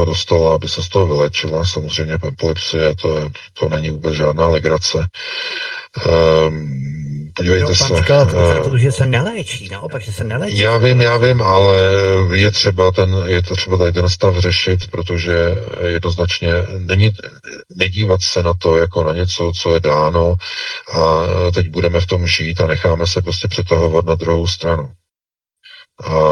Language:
Czech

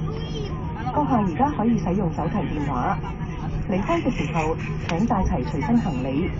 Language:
Cantonese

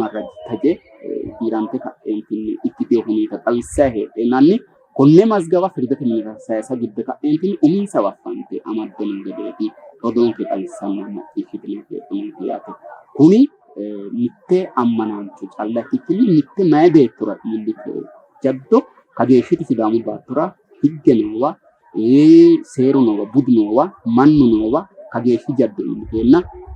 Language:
Sidamo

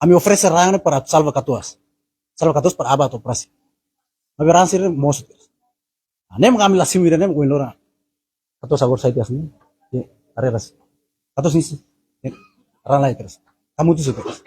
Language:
Tetum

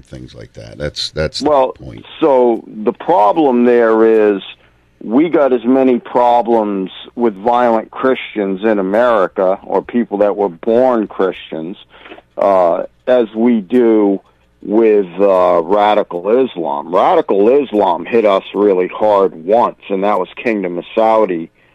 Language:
English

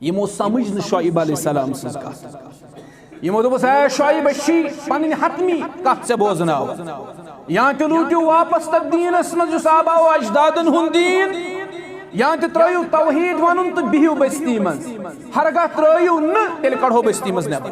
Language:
Kashmiri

